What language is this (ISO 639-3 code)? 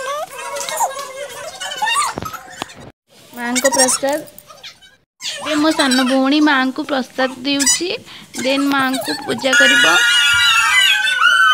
ori